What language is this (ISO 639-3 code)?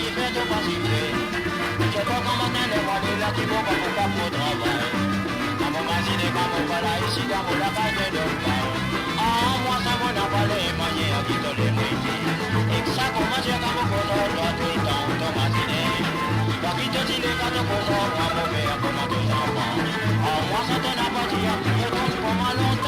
mfe